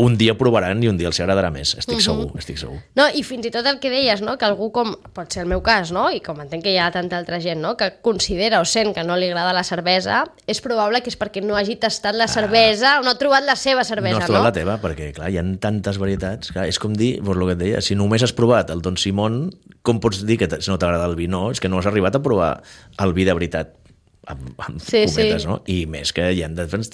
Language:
Catalan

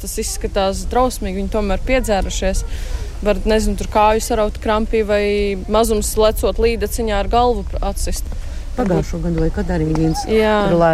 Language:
Latvian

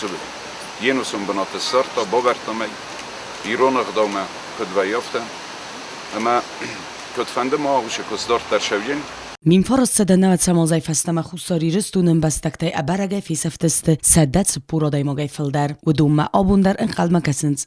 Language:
Ossetic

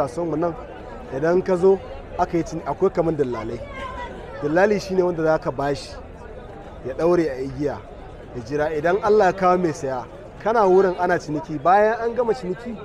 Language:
Hausa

